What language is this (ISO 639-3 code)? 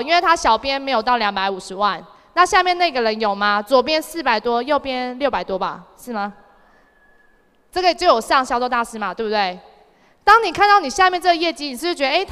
zho